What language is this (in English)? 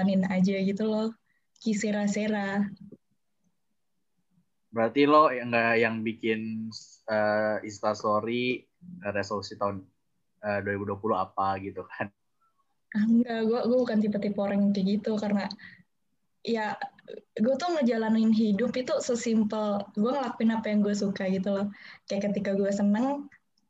Indonesian